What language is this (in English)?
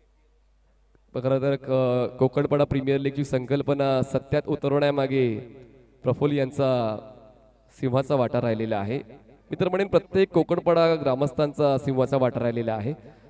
Marathi